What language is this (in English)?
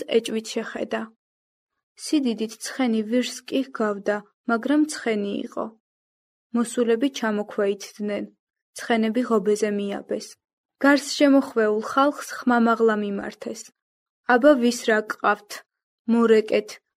Georgian